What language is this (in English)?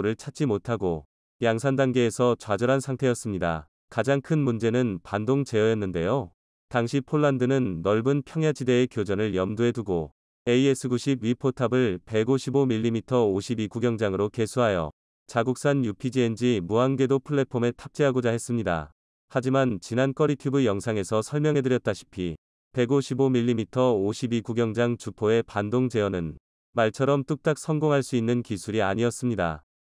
Korean